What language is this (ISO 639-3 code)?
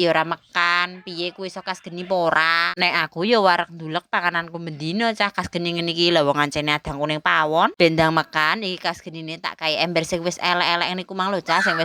jav